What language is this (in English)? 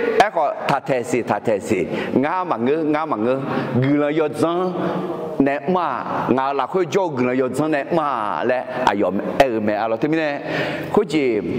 Akha